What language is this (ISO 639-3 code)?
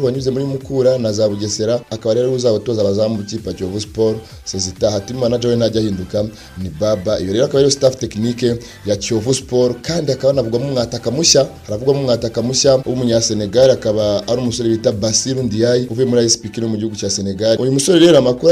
kin